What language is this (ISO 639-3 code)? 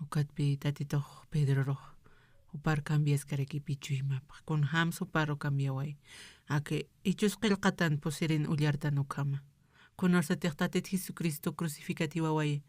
aym